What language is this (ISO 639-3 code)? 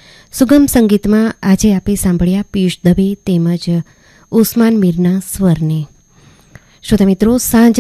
guj